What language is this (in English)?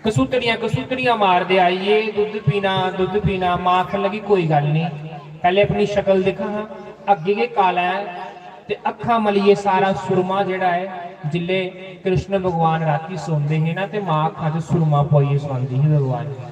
Dogri